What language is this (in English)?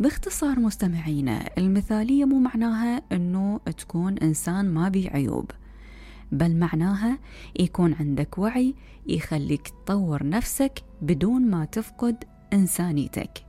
Mesopotamian Arabic